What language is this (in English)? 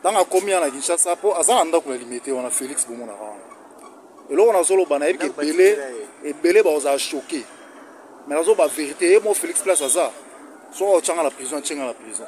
Lingala